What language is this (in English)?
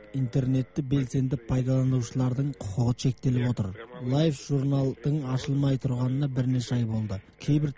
Kazakh